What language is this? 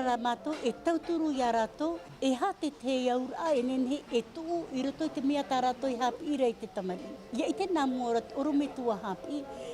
Tahitian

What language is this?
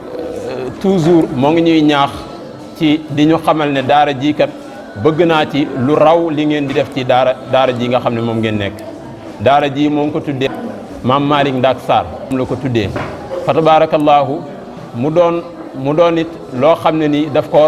Wolof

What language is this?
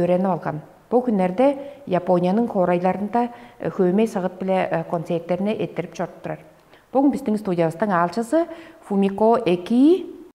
Tuvinian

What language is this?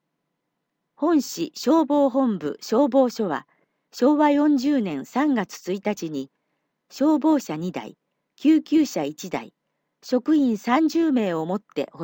Japanese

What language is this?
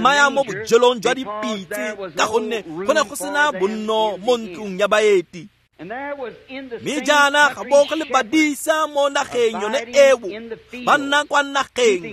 Tswana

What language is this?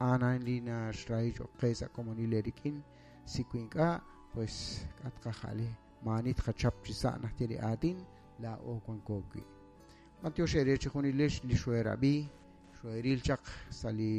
Kekchí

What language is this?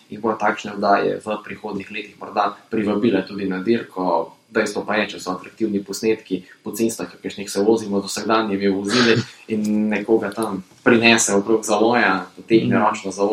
Slovenian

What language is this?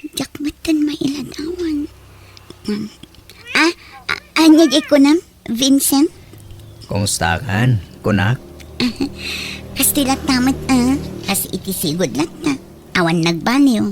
Iloko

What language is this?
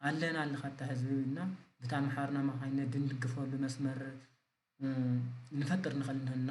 Tigrinya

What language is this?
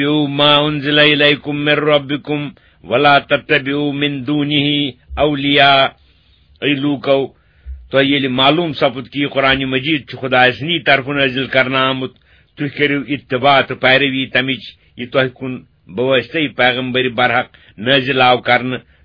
Kashmiri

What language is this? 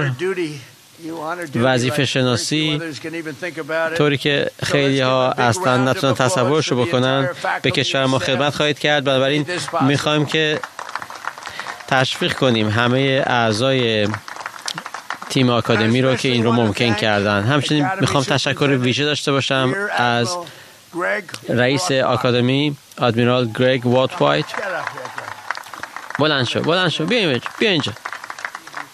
Persian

